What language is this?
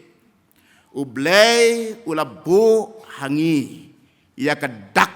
Khasi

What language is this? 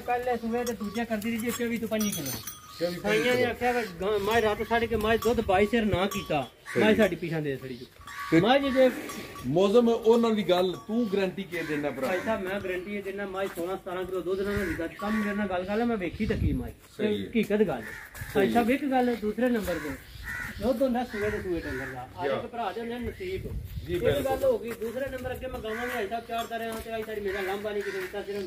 Punjabi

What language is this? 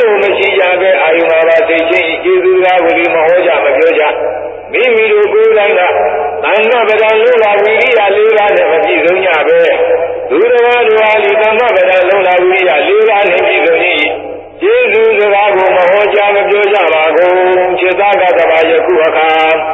Burmese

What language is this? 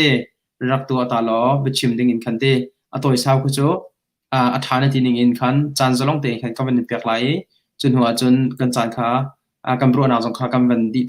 Hakha Chin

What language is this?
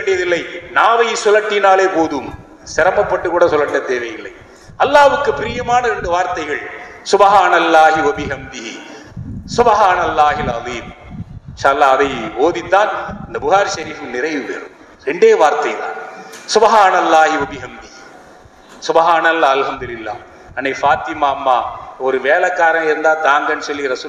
Tamil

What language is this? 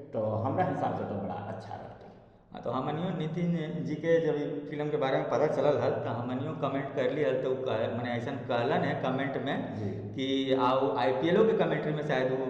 Magahi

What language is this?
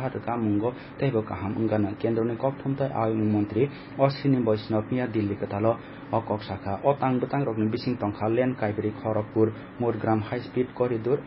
Kok Borok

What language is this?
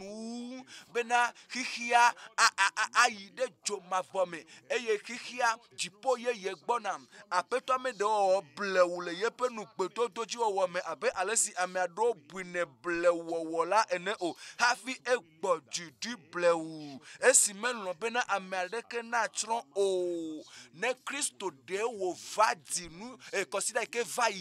Ewe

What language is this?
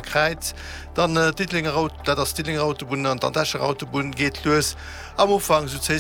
Luxembourgish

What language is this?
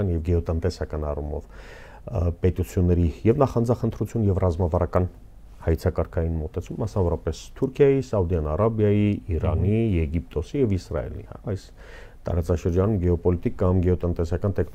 Armenian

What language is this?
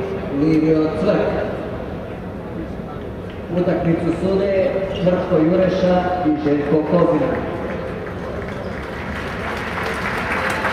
Croatian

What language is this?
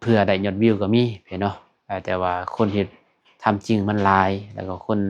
Lao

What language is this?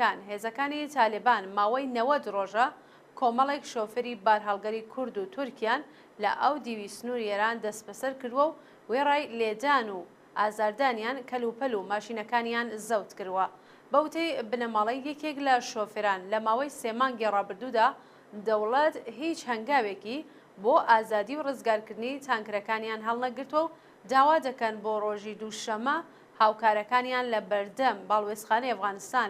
Central Kurdish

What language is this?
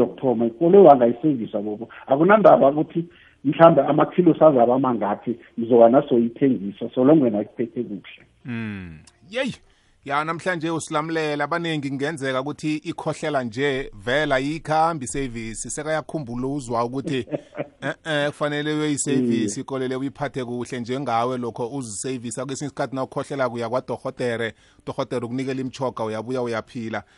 South Ndebele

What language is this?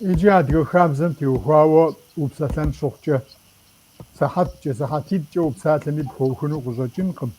Kabardian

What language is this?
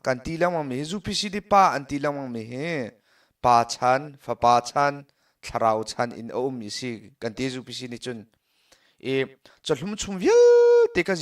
Hakha Chin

